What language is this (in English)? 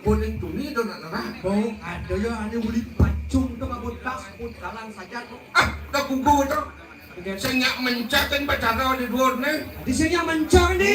Balinese